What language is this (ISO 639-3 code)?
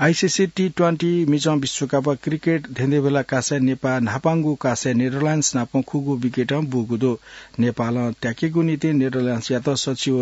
new